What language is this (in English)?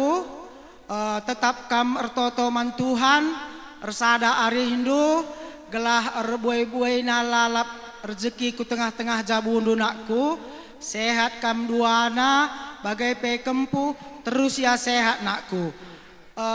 Batak Karo